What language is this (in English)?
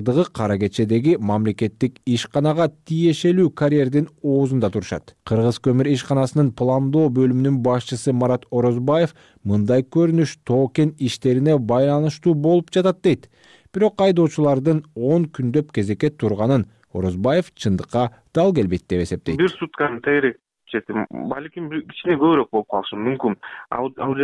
Kyrgyz